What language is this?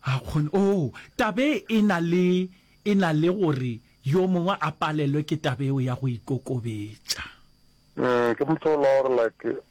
Northern Sotho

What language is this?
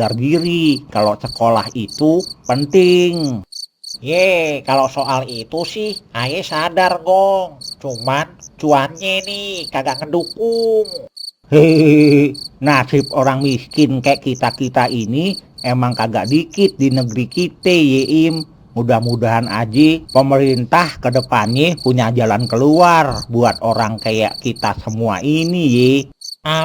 Betawi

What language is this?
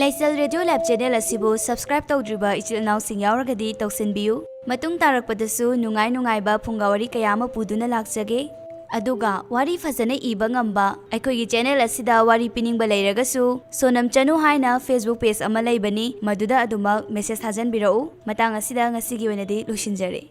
Manipuri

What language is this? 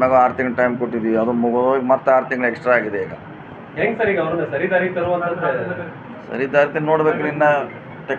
Kannada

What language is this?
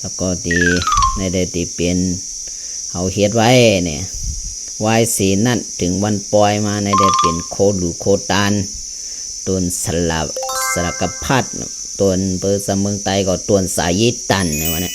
Shan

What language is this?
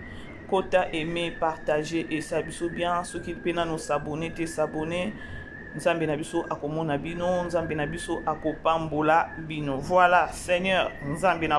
Lingala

